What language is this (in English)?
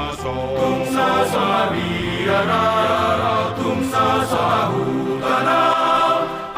Batak Toba